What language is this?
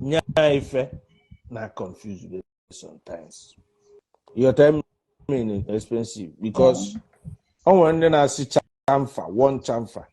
Igbo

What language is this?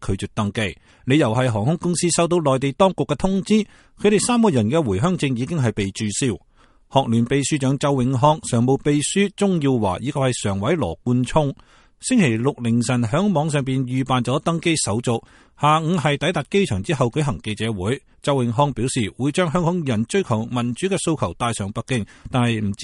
Cantonese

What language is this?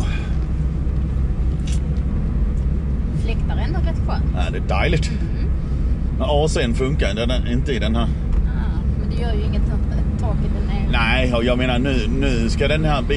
Swedish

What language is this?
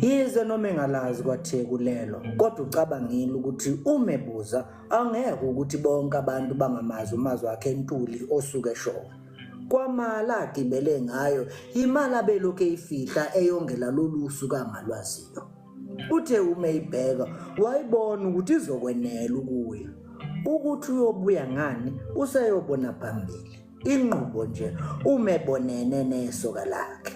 Zulu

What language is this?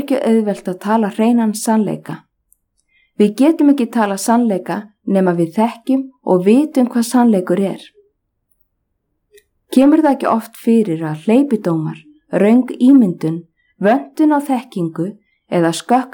Icelandic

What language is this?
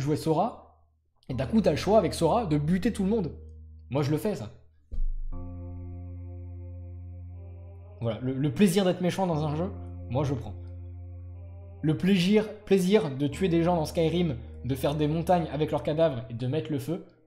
French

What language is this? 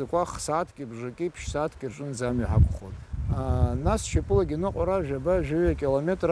Abkhazian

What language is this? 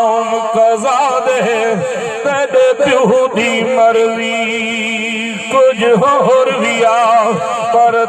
Saraiki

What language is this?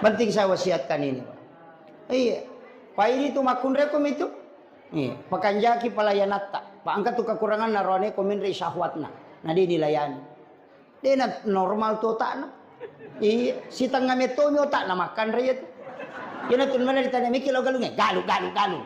Buginese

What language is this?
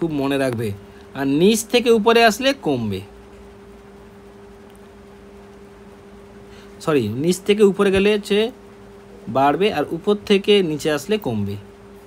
Bangla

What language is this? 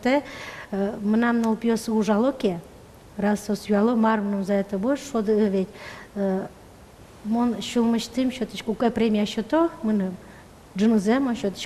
Udmurt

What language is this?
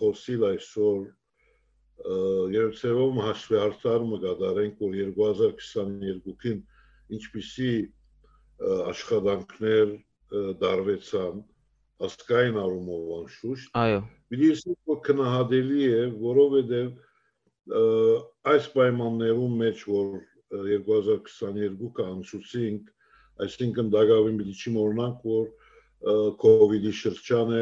Western Armenian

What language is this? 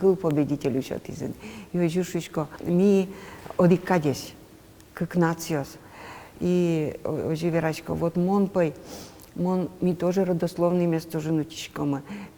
Udmurt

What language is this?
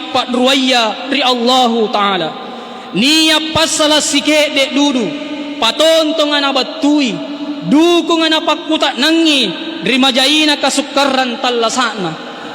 Makasar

